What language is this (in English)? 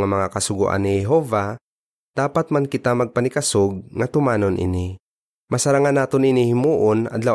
Hiligaynon